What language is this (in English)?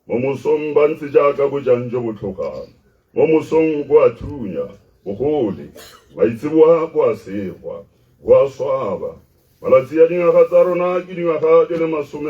Tswana